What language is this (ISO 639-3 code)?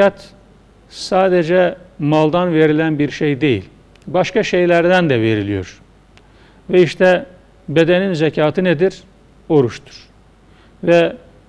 tur